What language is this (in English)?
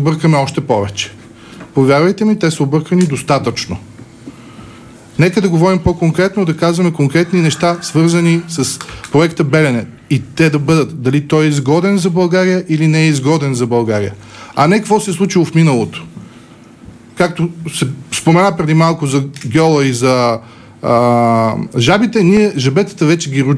Bulgarian